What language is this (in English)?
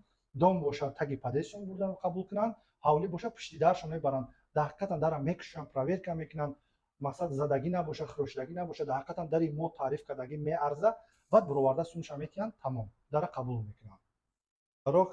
Tajik